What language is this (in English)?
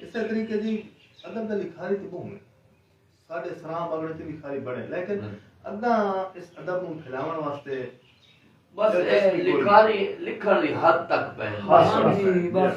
Saraiki